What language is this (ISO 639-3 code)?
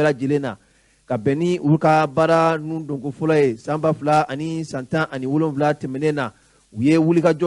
bam